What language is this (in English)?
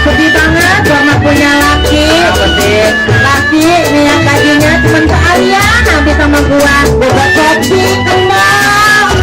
Betawi